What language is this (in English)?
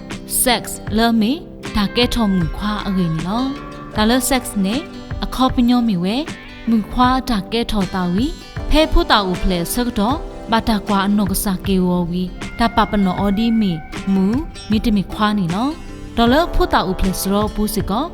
S'gaw Karen